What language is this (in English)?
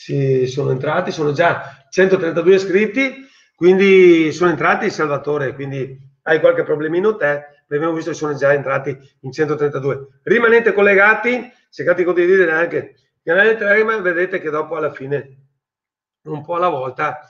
Italian